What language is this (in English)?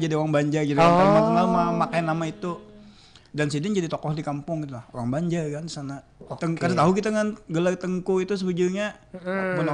Banjar